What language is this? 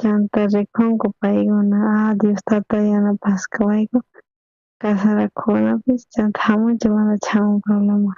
South Bolivian Quechua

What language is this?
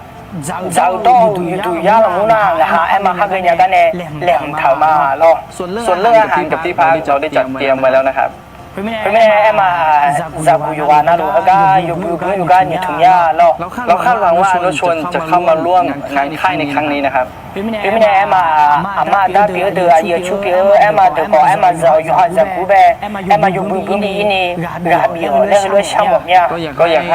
Akha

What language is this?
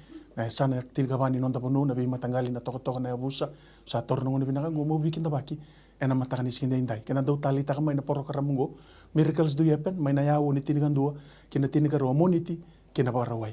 Fijian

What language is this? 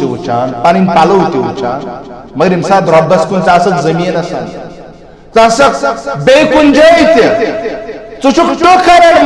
Kashmiri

